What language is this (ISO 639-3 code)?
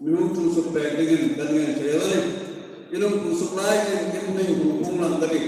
hmr